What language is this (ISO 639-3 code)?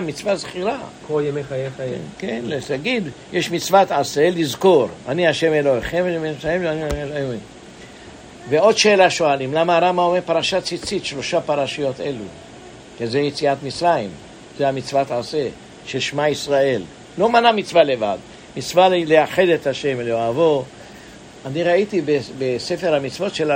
heb